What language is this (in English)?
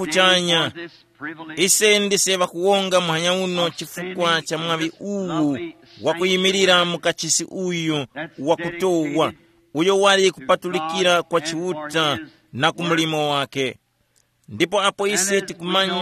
Tumbuka